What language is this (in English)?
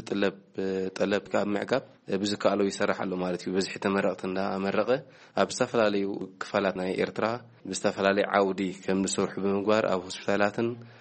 Tigrinya